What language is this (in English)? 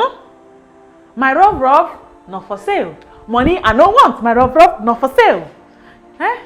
Nigerian Pidgin